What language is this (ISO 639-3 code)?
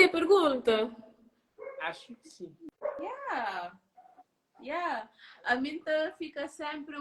kea